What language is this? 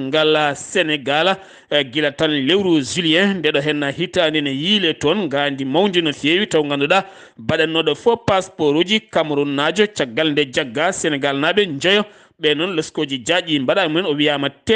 Fula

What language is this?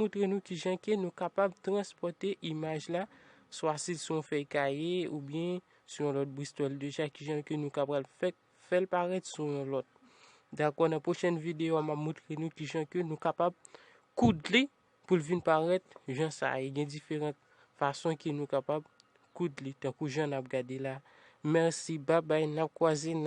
Haitian Creole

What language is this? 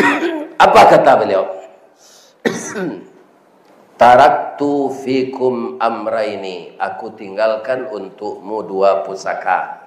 Minangkabau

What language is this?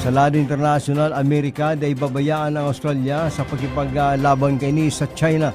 Bikol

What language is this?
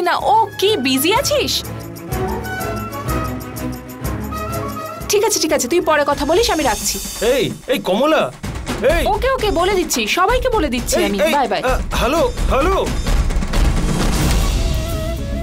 Bangla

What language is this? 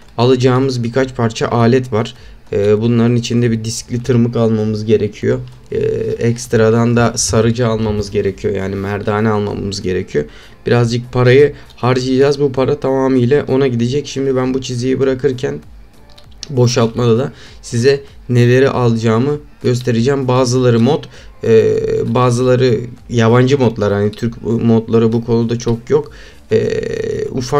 Turkish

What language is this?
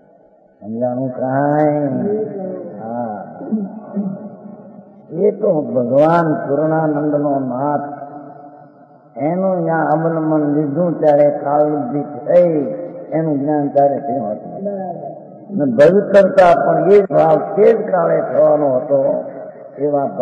Gujarati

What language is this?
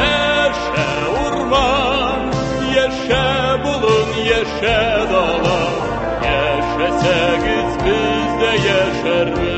Tatar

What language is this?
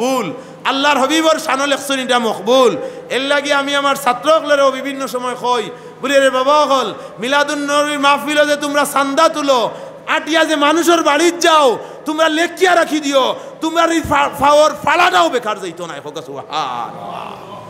Sylheti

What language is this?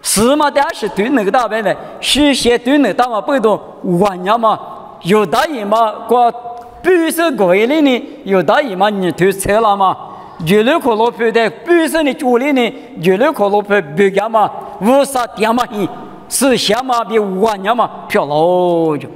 Lisu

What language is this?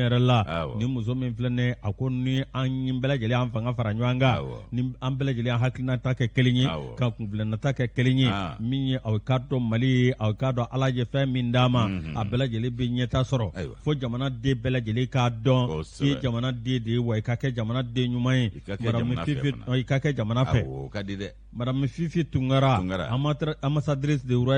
Bambara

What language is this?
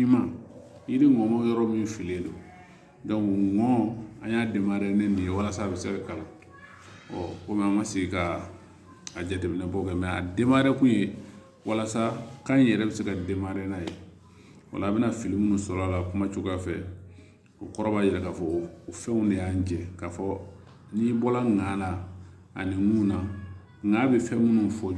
Bambara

